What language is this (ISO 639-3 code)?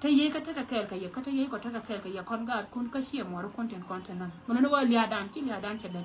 nus